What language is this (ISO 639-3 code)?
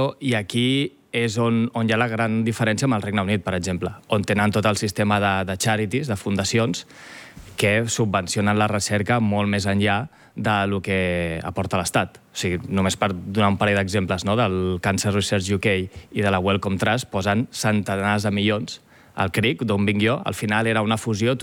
cat